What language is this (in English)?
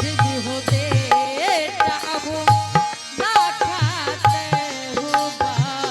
Angika